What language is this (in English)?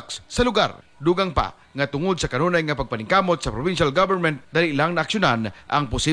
Cebuano